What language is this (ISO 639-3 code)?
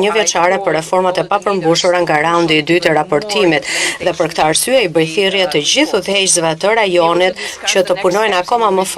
sqi